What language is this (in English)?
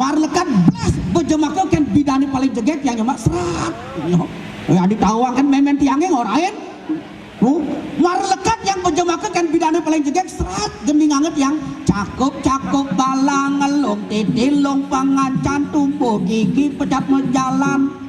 Balinese